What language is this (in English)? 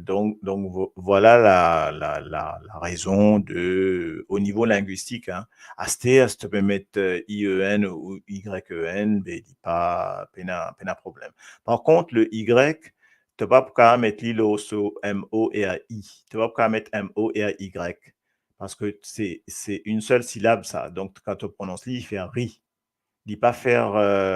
Morisyen